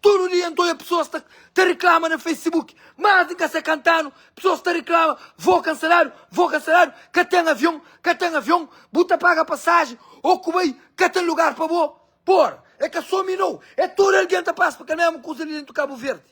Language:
Kabuverdianu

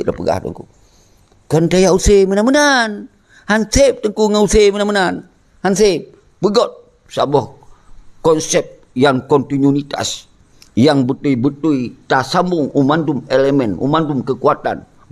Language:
Achinese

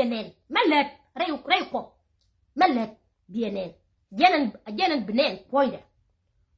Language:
Nuer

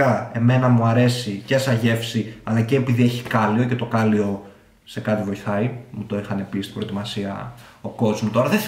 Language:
Greek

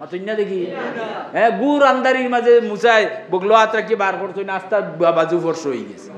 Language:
Sylheti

